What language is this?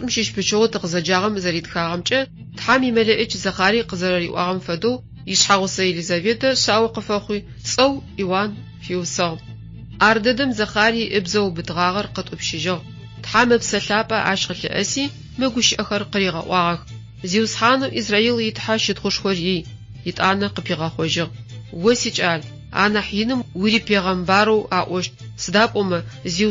Adyghe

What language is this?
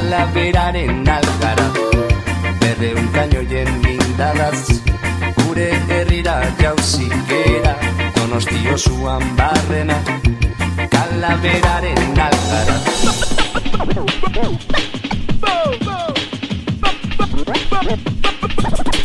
Basque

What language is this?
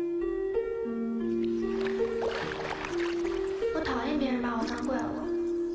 Chinese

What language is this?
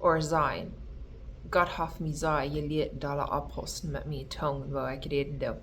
Plautdietsch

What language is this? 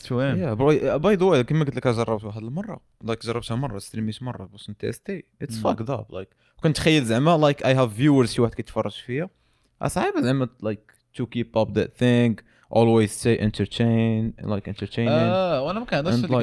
Moroccan Arabic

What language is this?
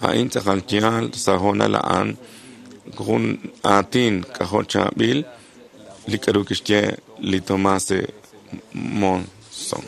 Kekchí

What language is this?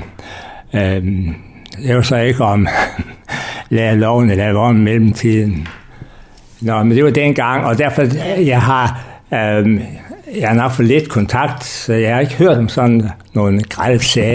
Danish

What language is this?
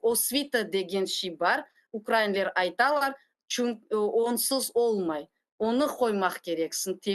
Crimean Tatar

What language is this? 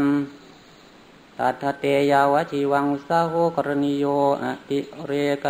Thai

